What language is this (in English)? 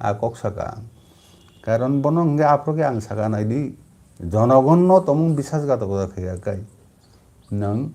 Kok Borok